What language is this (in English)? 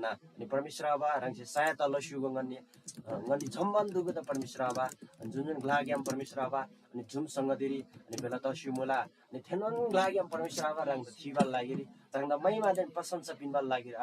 Eastern Tamang